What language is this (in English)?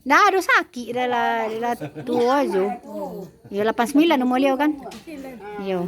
Minangkabau